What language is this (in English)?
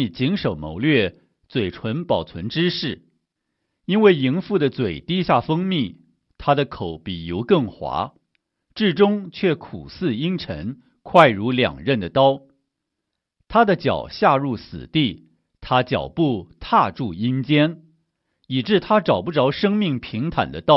Chinese